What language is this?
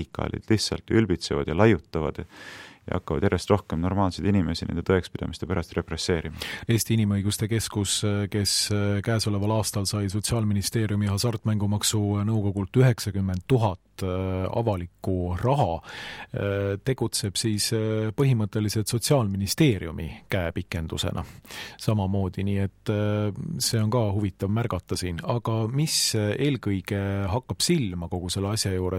Estonian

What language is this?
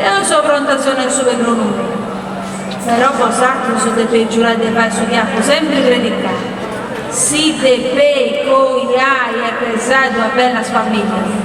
Sardinian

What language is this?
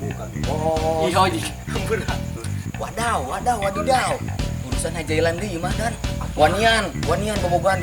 Sundanese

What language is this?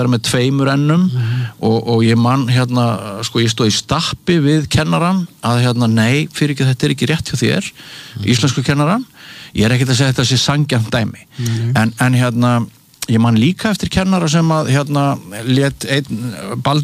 Icelandic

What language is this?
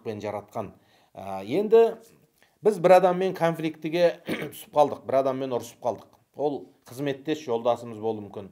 Kazakh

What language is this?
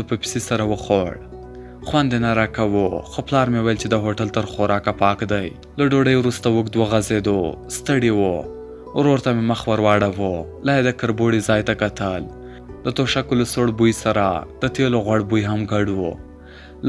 Pashto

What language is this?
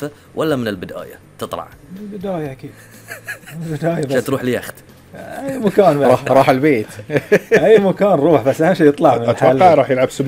Gulf Arabic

